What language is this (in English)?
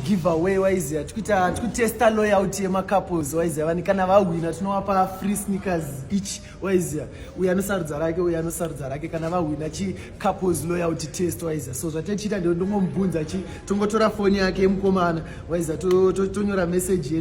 Shona